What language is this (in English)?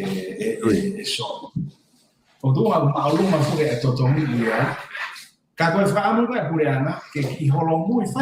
Tongan